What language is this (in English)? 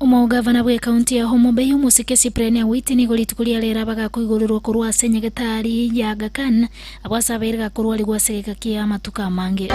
Gusii